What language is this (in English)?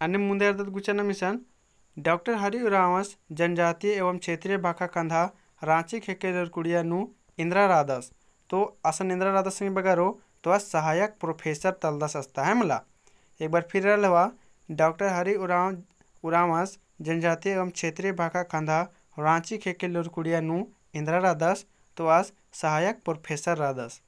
Kurukh